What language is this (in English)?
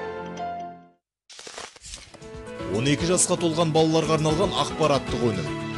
Kazakh